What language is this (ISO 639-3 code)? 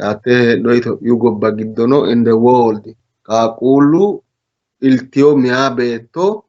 sid